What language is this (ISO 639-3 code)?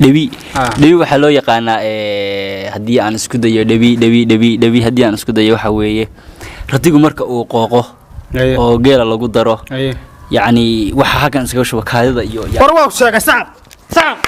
som